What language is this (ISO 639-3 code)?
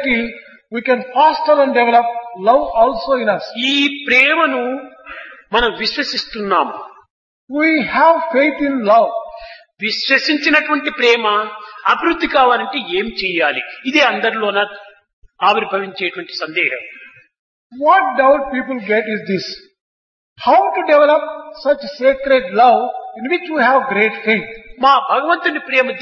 tel